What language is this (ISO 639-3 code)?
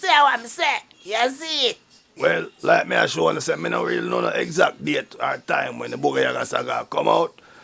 jam